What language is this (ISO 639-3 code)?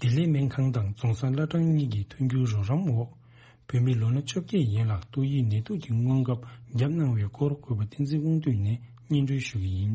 bod